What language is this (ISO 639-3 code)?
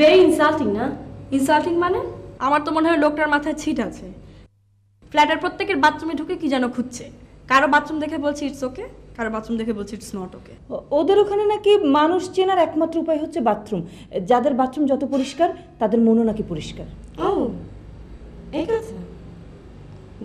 ben